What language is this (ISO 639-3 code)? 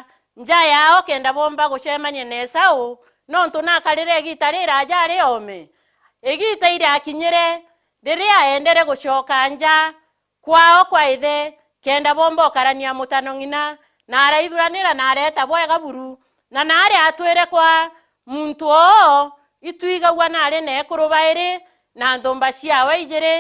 mer